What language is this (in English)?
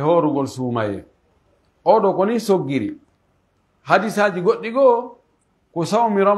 Pular